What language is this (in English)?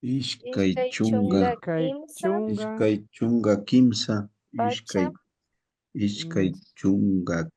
Imbabura Highland Quichua